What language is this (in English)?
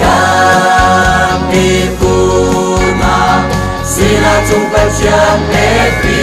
Hakha Chin